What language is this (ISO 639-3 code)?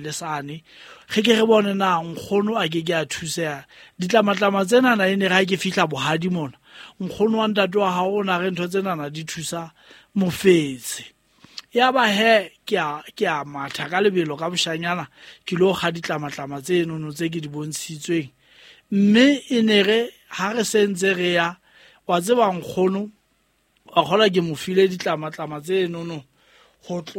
sot